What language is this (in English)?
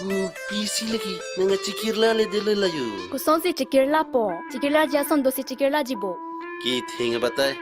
Karbi